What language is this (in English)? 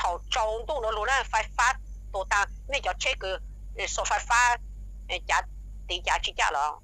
Hmong